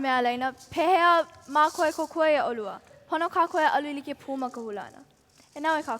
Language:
Hawaiian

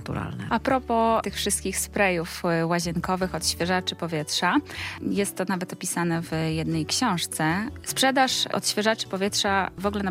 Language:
Polish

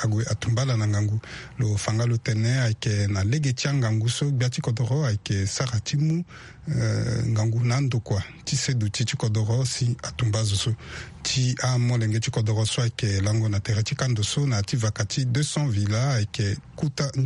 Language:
Sango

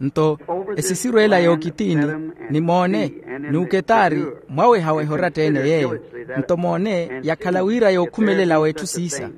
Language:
Makhuwa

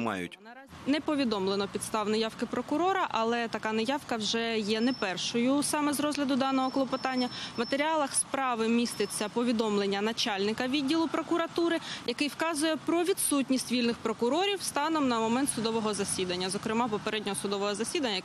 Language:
Ukrainian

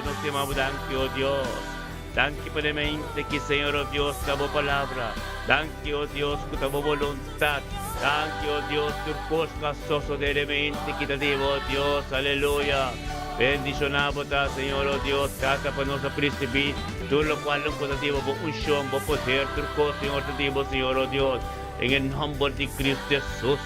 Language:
Papiamento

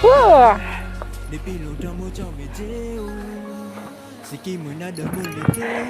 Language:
Morisyen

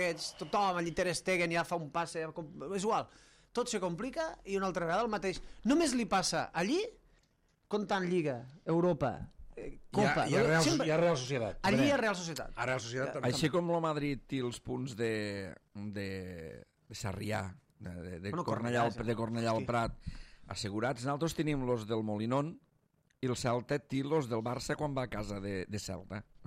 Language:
Catalan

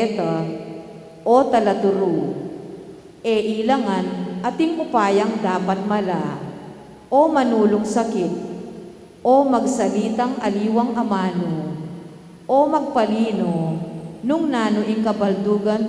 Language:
Pampanga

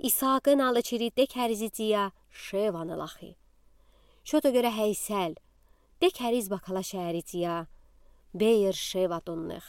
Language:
Udi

